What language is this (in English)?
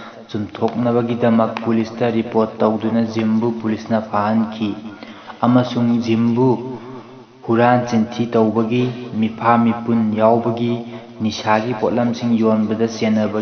Manipuri